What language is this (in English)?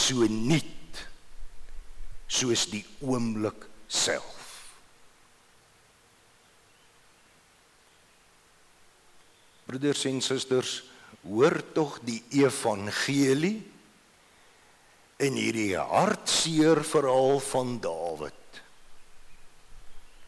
Afrikaans